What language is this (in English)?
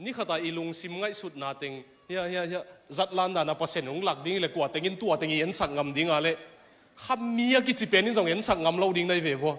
Tedim Chin